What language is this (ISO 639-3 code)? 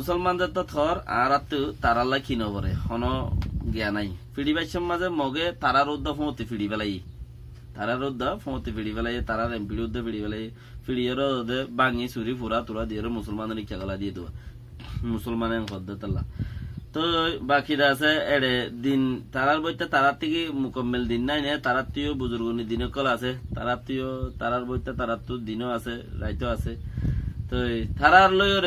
rhg